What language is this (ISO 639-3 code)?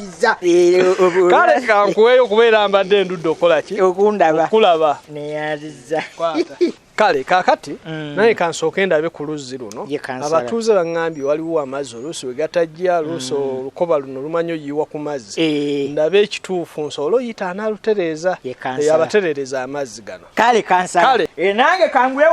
lug